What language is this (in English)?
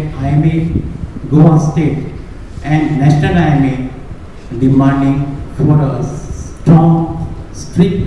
Konkani